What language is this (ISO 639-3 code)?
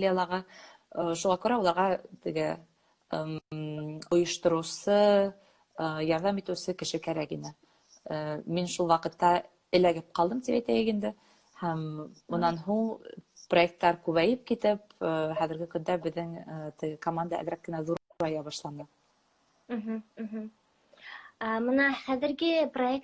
bak